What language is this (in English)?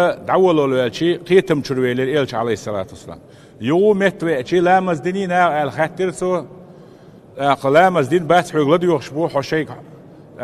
Chechen